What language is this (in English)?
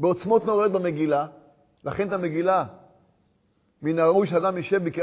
Hebrew